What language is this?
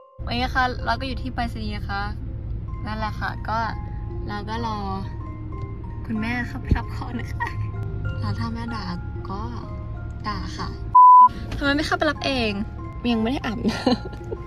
Thai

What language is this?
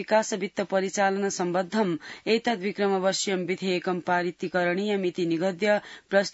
Sanskrit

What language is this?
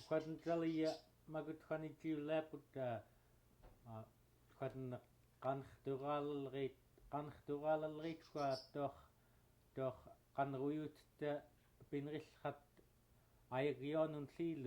Central Yupik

